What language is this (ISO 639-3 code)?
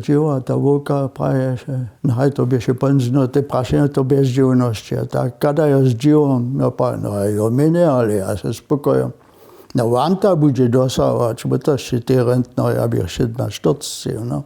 hsb